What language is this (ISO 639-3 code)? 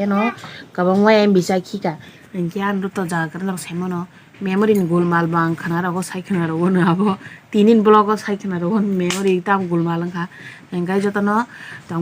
trp